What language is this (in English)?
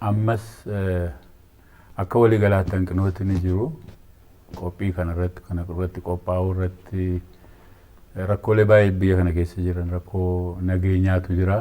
Oromo